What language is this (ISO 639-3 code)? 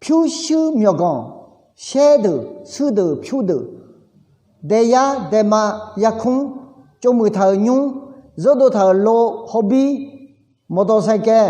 ahk